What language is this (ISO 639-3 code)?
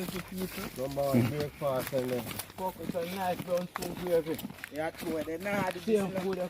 jam